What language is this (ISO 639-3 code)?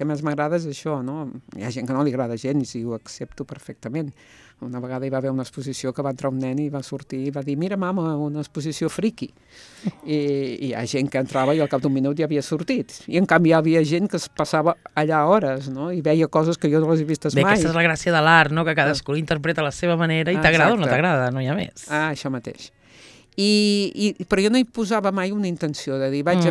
cat